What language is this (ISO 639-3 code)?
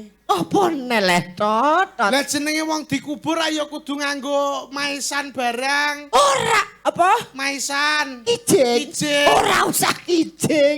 jav